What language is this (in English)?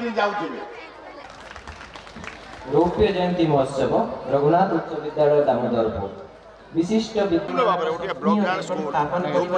Odia